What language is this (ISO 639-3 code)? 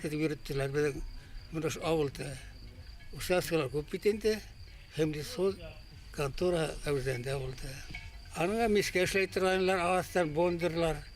bak